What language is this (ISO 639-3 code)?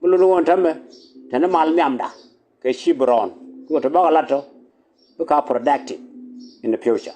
nus